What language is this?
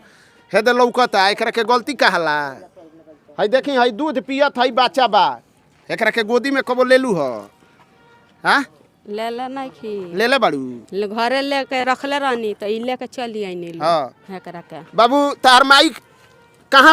Bhojpuri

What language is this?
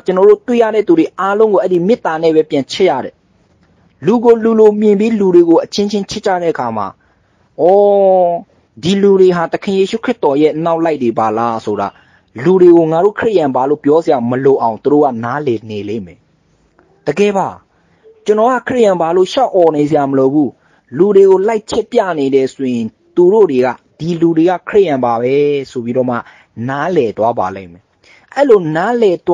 Burmese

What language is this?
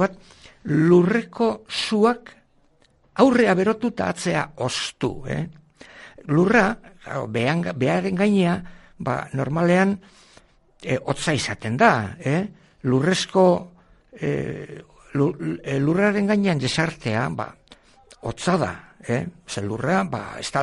Basque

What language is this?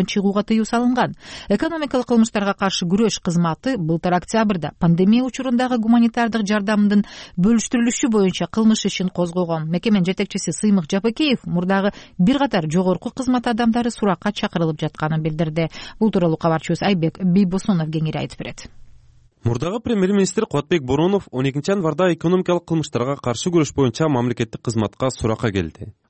Kyrgyz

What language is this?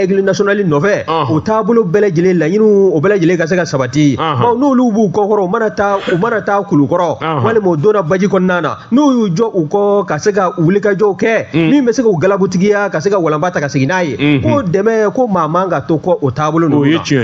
Bambara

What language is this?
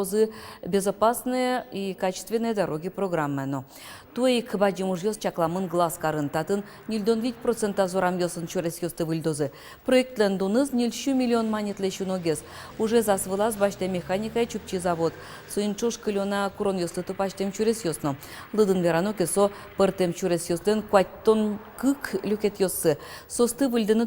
Udmurt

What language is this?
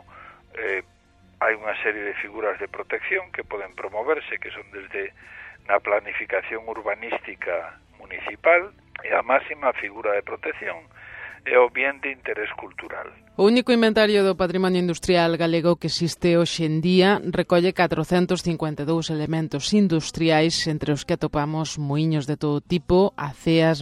Galician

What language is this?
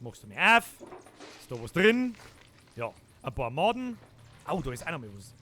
Bavarian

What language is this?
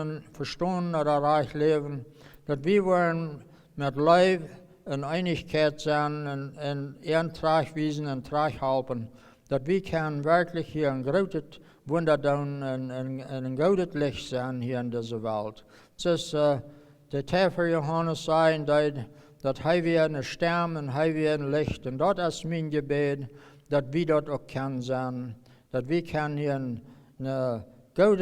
Plautdietsch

